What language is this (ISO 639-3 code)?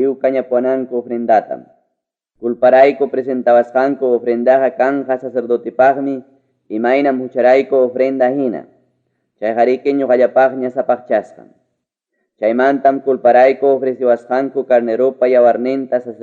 quy